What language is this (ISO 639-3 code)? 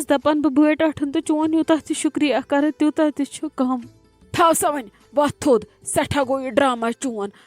kas